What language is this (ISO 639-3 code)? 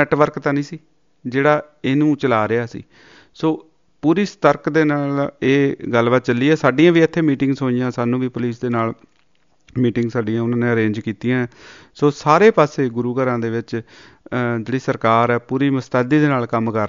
pan